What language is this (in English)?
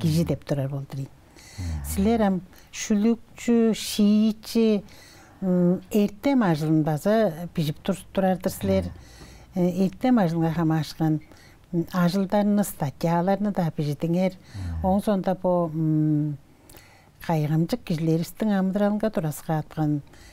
Tuvinian